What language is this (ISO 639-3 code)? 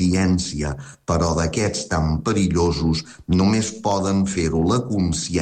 cat